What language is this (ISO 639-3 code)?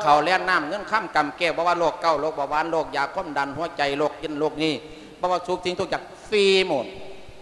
lao